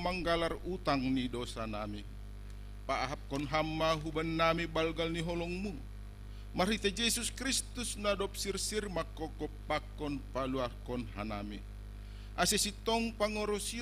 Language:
Batak Simalungun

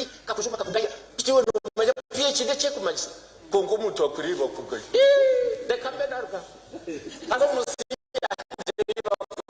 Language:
Nyankole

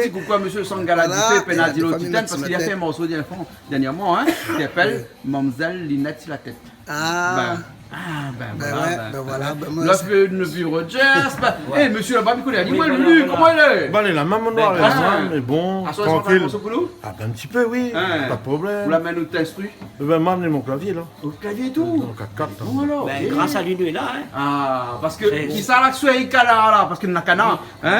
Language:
Réunion Creole French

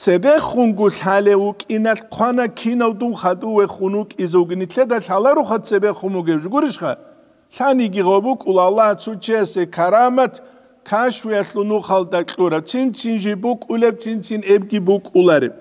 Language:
Avaric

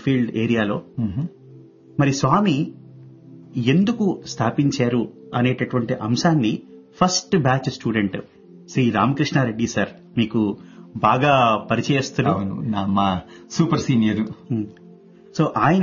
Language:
Telugu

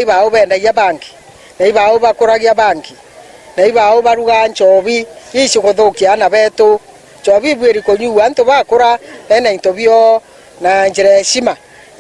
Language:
Meru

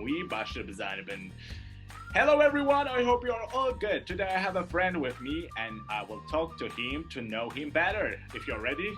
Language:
Kurdish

